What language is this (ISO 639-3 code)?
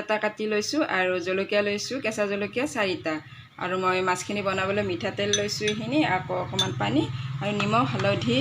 asm